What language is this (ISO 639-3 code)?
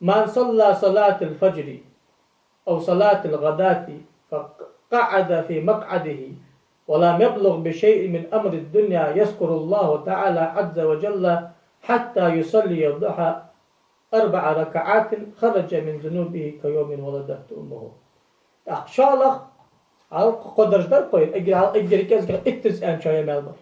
inh